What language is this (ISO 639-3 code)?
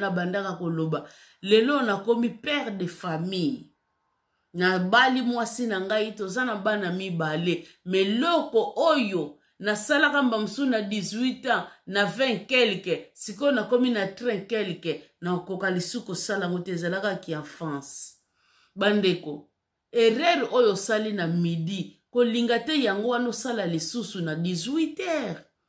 lin